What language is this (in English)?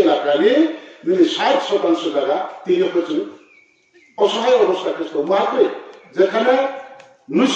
Riang (India)